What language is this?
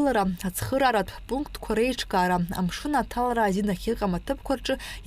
Abkhazian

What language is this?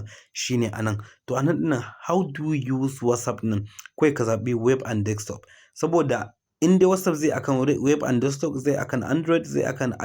Hausa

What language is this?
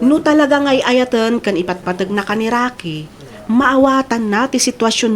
Iloko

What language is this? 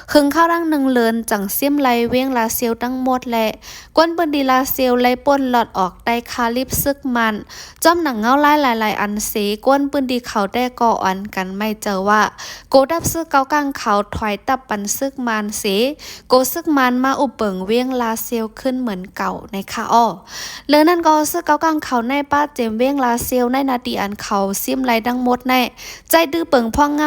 Shan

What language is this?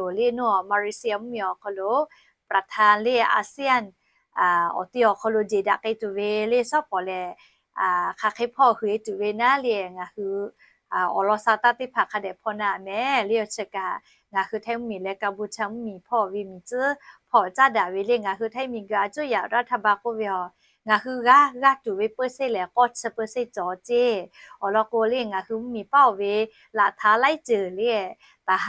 Lahu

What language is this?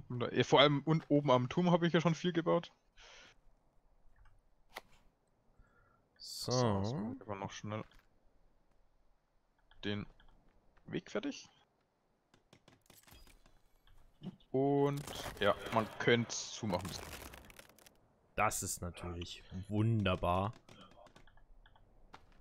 German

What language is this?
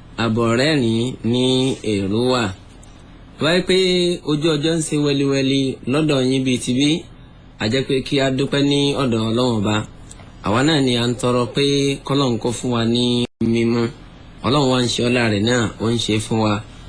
Yoruba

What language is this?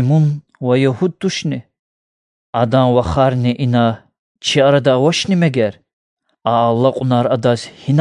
Lezghian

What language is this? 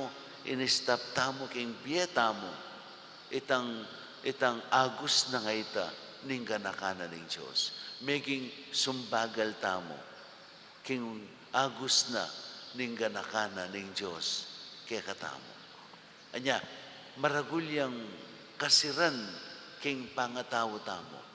Pampanga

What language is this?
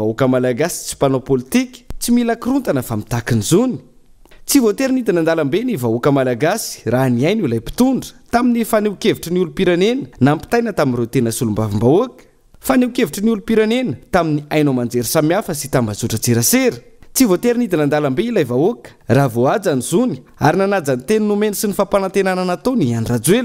Malagasy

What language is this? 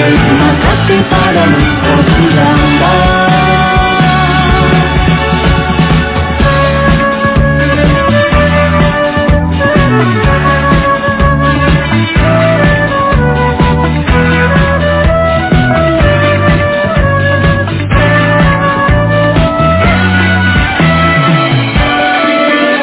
Indonesian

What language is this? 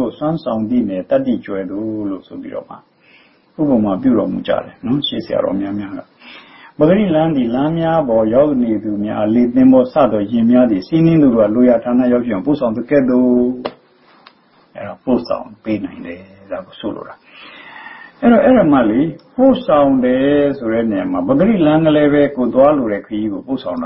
Burmese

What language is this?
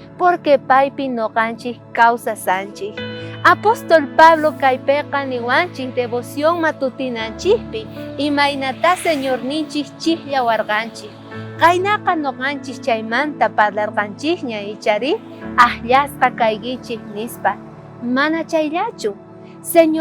South Bolivian Quechua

